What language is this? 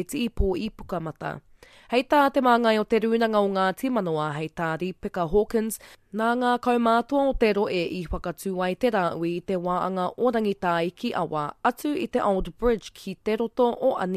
Māori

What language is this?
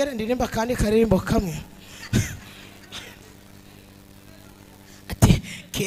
Kinyarwanda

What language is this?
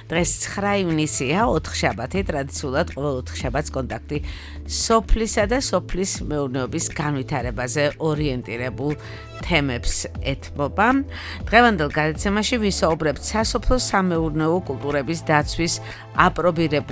Georgian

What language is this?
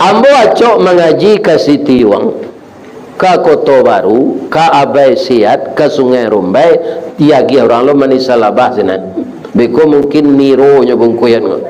Minangkabau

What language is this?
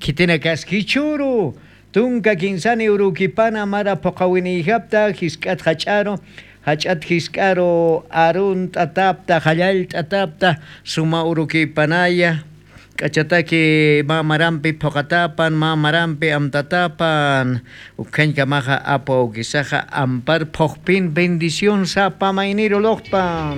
Aymara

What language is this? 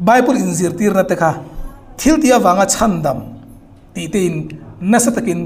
Hmar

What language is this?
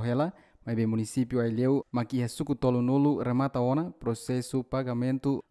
Tetum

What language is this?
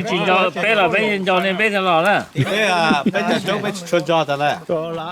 Hmong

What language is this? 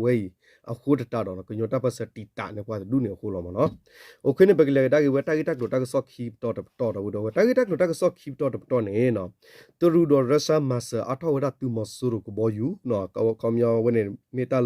S'gaw Karen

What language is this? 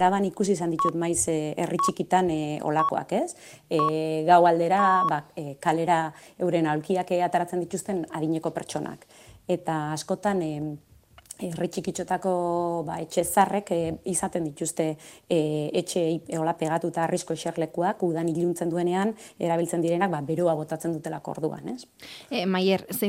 Basque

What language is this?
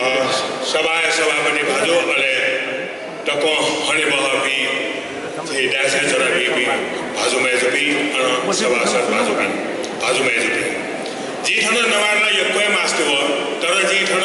Newari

